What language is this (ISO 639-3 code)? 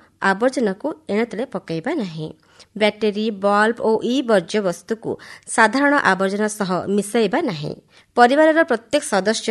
ori